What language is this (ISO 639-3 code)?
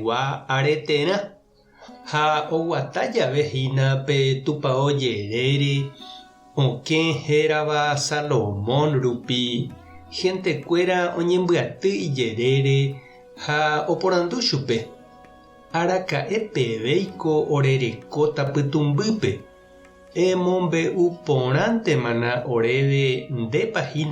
grn